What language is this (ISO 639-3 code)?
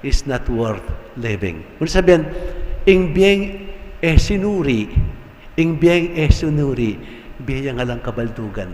pam